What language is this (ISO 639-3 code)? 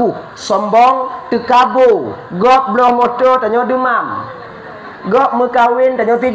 ace